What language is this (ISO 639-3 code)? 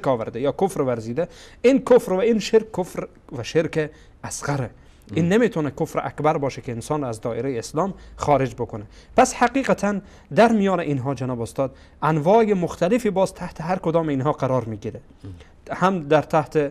fas